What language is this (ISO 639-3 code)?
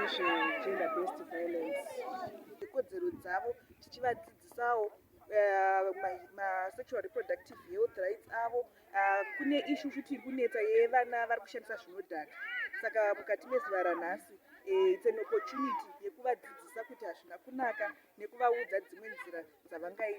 sna